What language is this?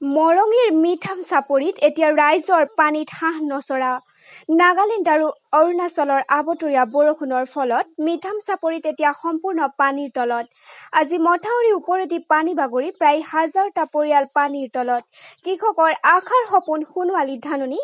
Assamese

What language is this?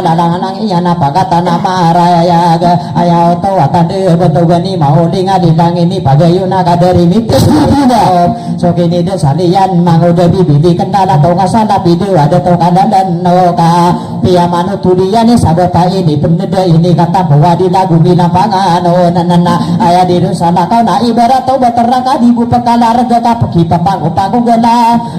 Maranao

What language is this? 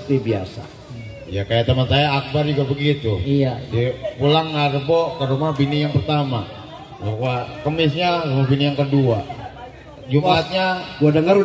Betawi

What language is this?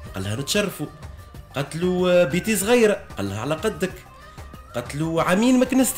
Tunisian Arabic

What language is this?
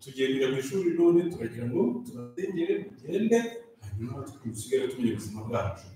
Kinyarwanda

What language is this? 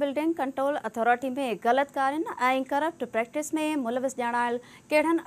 Sindhi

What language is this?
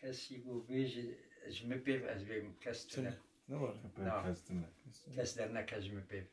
Kurdish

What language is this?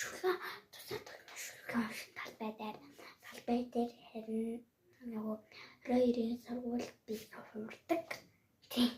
Mongolian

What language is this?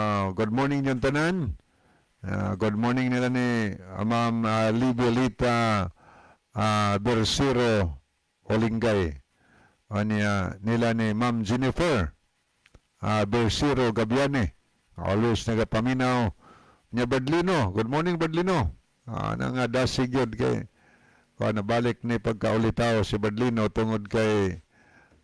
Cebuano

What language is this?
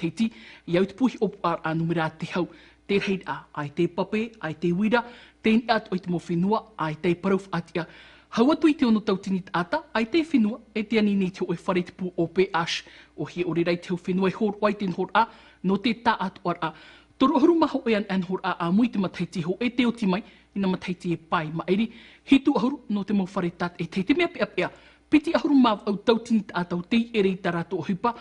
Tahitian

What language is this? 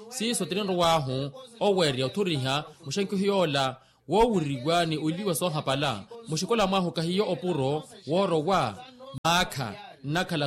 Makhuwa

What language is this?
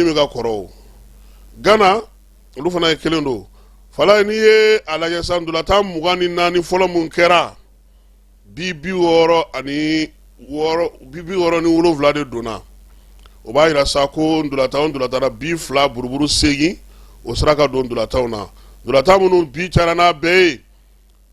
Bambara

